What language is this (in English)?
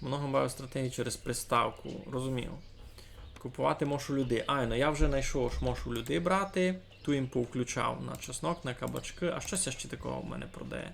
Rusyn